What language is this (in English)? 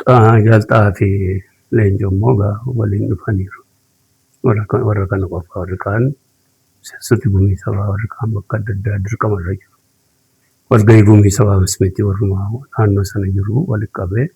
Oromo